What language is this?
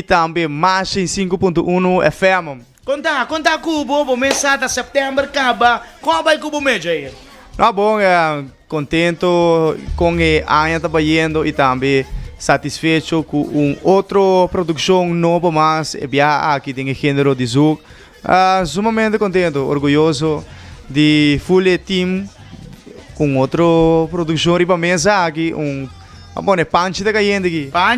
Papiamento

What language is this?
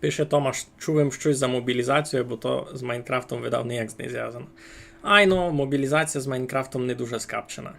Rusyn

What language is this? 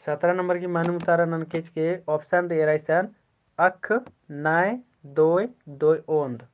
Kurukh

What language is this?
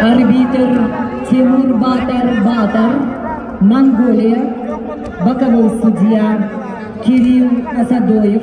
Yakut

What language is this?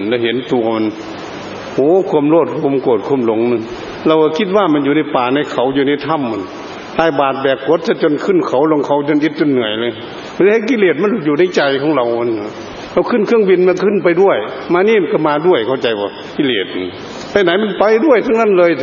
Thai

